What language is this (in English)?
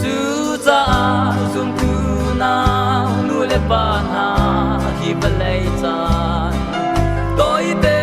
Hakha Chin